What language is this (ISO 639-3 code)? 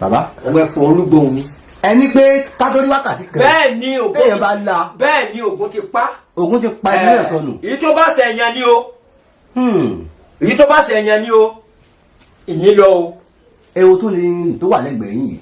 yor